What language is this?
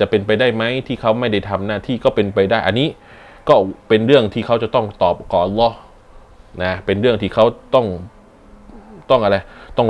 Thai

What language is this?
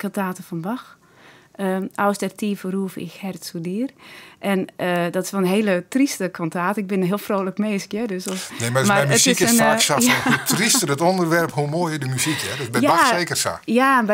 Western Frisian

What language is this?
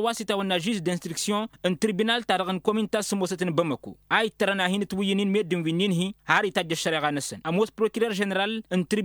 Tamasheq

